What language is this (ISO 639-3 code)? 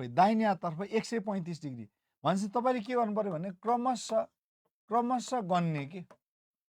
nep